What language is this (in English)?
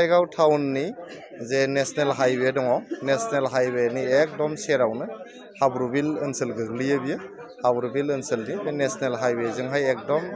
Bodo